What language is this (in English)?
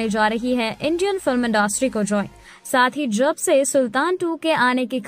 Hindi